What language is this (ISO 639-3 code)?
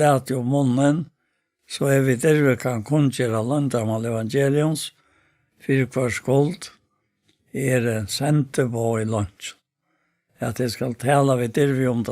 fao